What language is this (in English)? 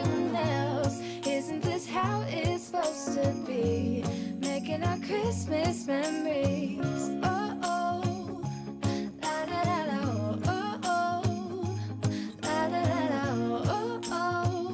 Swedish